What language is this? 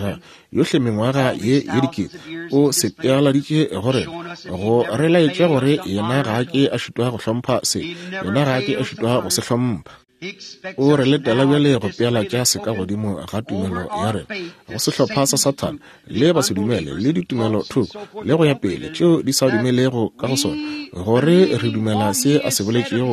Northern Sotho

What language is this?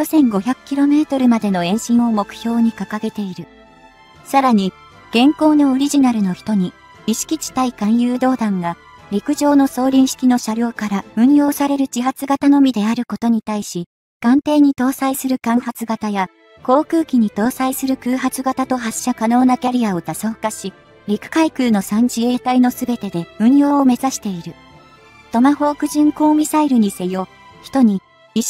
Japanese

